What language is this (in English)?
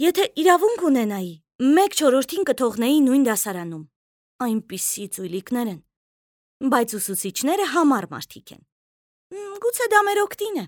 Armenian